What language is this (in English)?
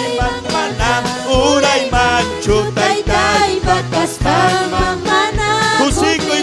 Ayacucho Quechua